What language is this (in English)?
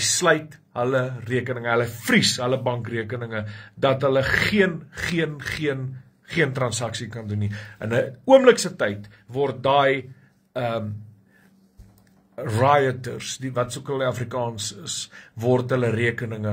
Afrikaans